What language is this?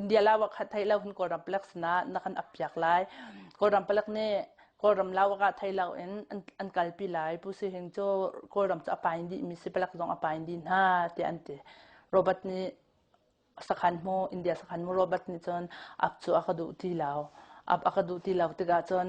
Hakha Chin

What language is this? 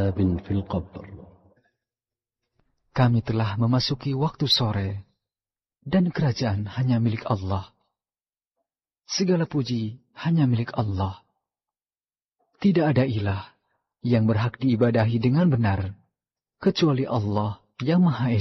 Indonesian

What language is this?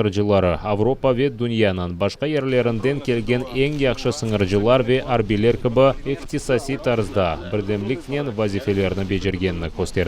Crimean Tatar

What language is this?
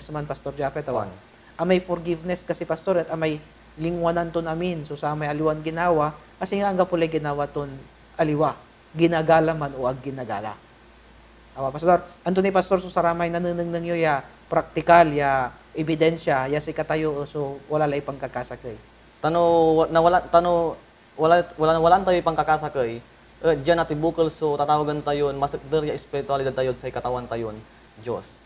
Pangasinan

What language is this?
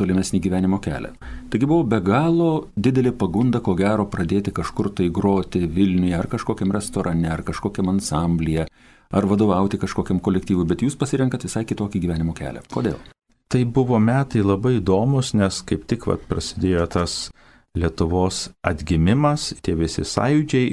Lithuanian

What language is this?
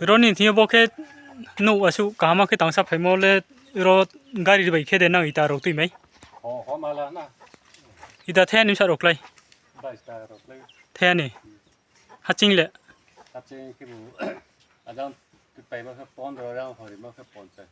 Riang (India)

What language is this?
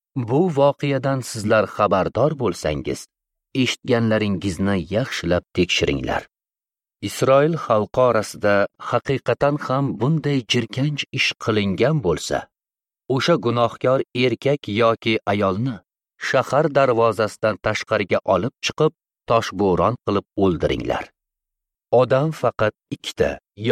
Uzbek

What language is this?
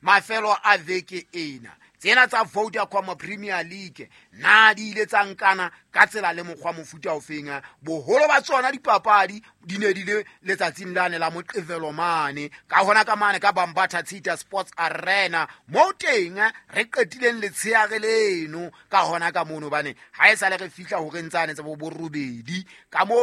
Southern Sotho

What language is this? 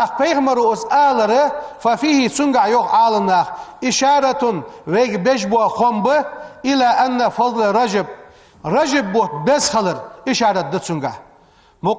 Ingush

